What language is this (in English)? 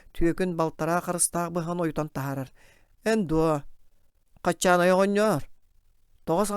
Yakut